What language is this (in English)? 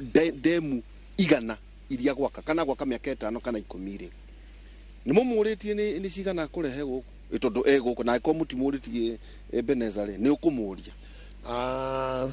Kikuyu